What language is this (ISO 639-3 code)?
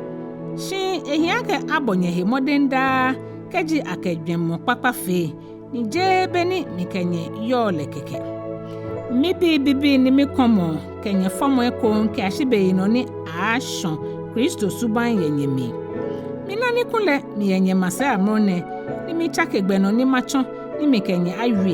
gaa